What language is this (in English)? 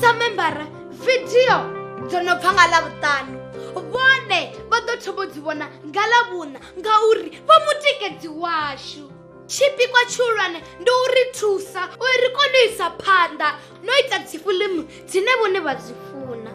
Venda